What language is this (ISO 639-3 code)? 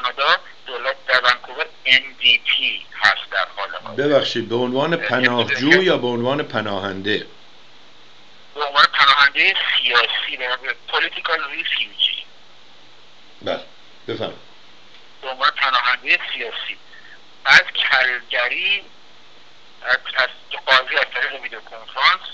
fas